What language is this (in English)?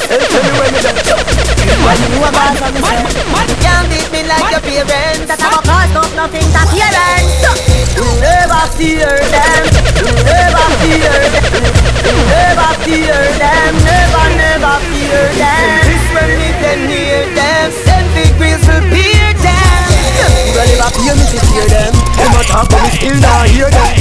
Jamaican Creole English